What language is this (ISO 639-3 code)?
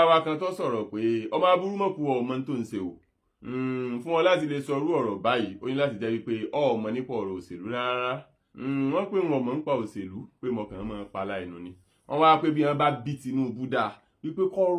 yor